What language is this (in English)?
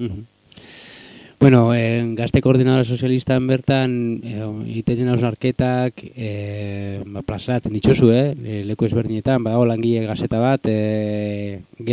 Basque